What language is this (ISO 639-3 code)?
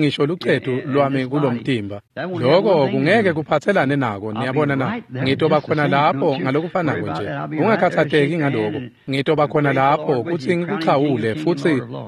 ssw